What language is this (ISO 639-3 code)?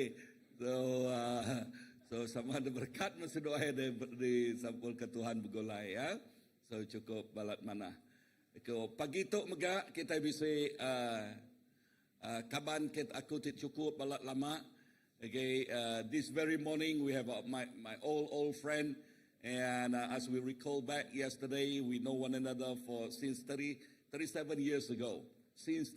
iba